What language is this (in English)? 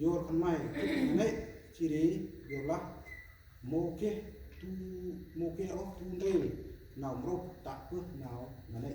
Central Mnong